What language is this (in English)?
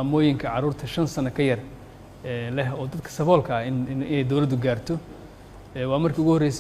Somali